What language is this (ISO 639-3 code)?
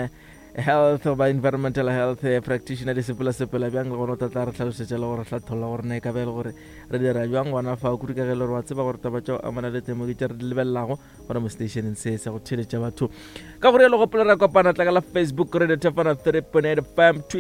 nso